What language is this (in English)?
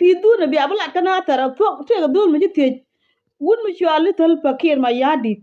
Nuer